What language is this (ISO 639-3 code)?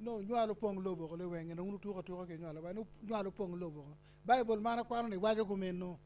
ach